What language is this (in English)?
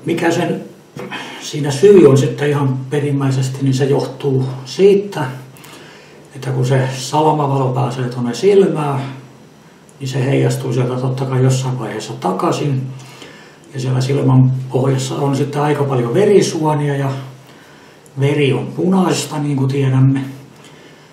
Finnish